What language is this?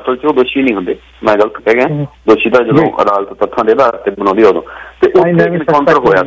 Punjabi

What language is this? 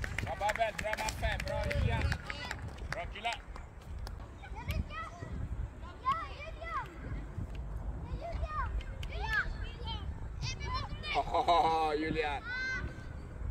Swedish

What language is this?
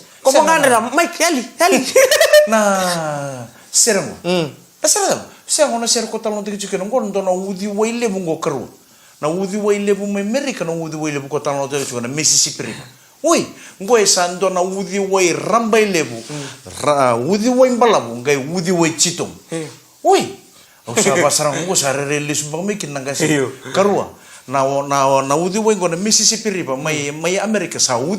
Fijian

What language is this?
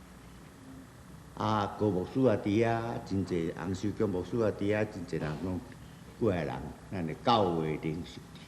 Min Nan Chinese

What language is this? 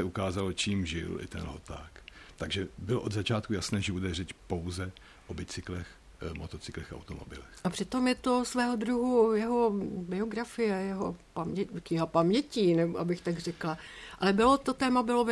Czech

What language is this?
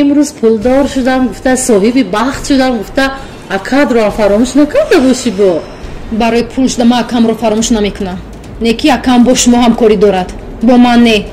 Tajik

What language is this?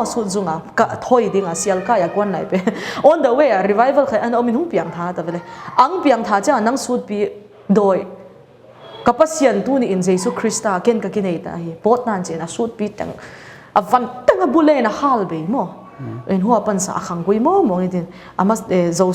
Paite Chin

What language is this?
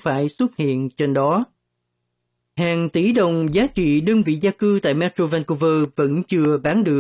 Vietnamese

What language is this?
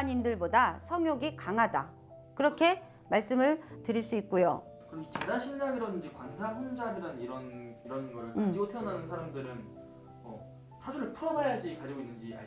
Korean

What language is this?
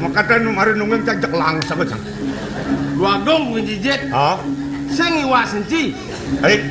Balinese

